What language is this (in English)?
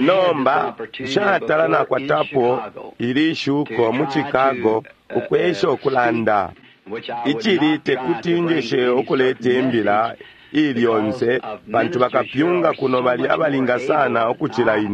Bemba